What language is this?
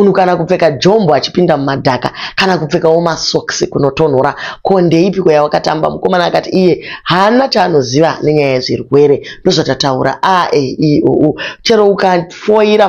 Shona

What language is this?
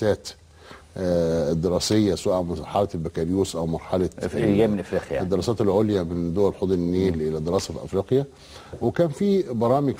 Egyptian Arabic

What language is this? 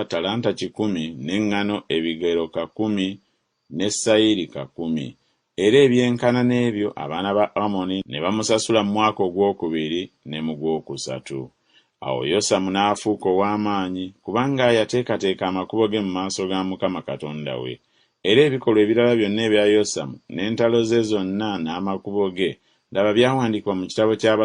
Ganda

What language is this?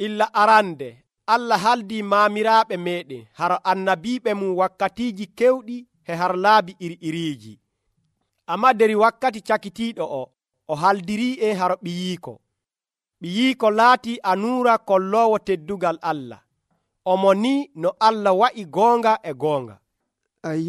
Nigerian Fulfulde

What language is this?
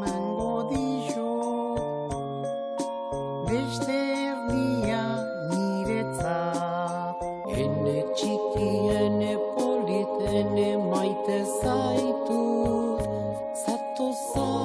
Basque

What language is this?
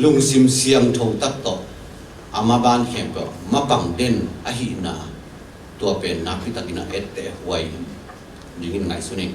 Tedim Chin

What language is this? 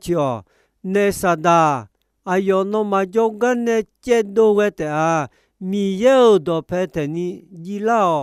Akha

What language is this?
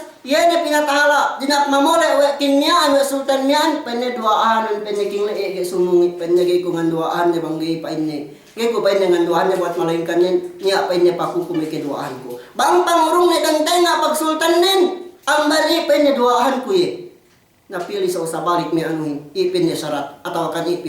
Yakan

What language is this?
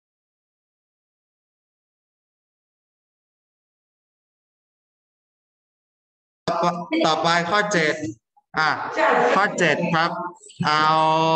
Thai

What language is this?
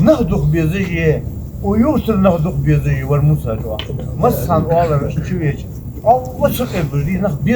Ingush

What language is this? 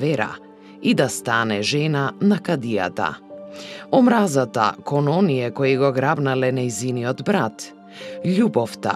Macedonian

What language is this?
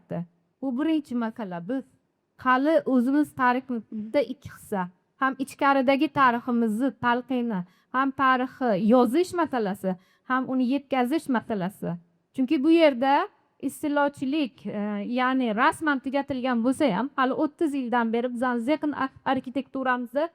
Uzbek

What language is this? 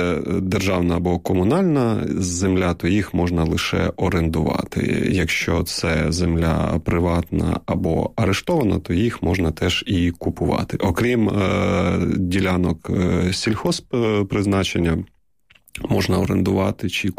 Ukrainian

